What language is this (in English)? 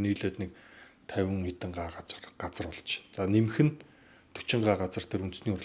Mongolian